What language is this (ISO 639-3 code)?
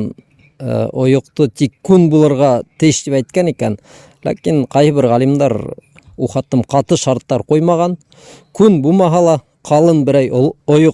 bak